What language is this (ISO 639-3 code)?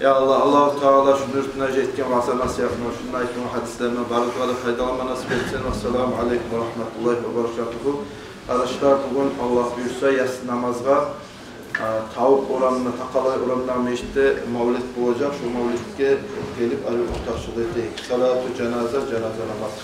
kum